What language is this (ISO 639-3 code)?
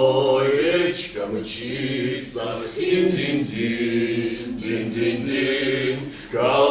oss